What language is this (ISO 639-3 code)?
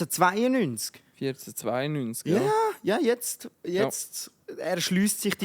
gsw